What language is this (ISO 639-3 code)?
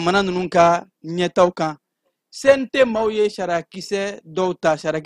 bam